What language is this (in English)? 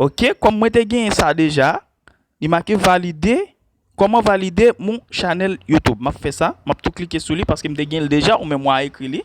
Haitian Creole